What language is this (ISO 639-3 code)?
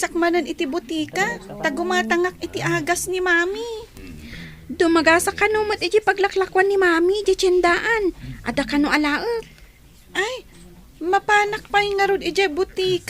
ilo